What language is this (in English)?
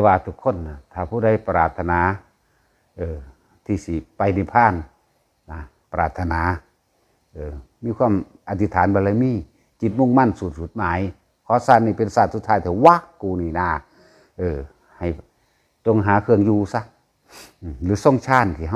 Northeastern Thai